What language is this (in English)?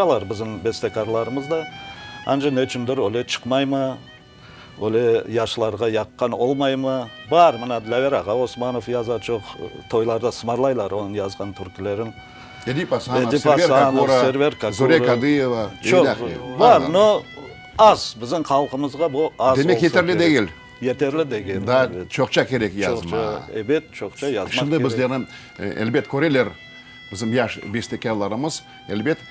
Crimean Tatar